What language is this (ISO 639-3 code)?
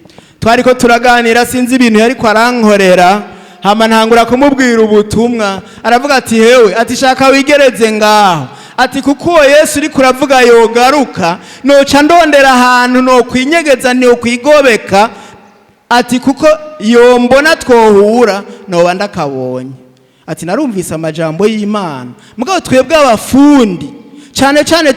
run